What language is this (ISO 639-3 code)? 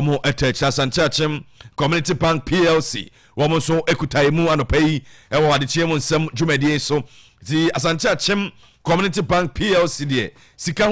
aka